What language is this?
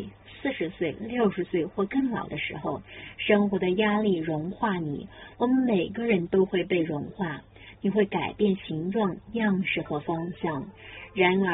Chinese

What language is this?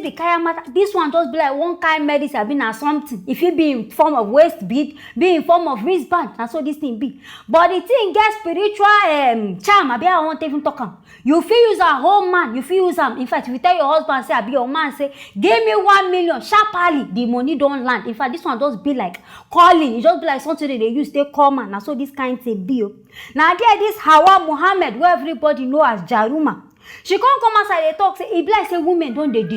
Nigerian Pidgin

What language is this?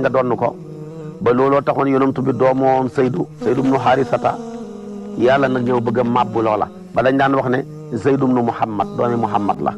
Wolof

